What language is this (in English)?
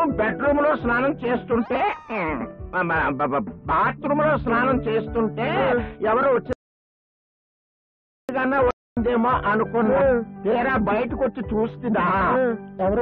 Telugu